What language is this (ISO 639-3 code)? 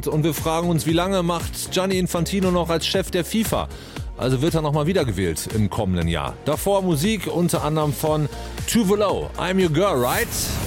deu